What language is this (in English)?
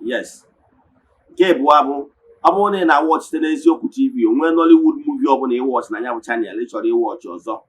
Igbo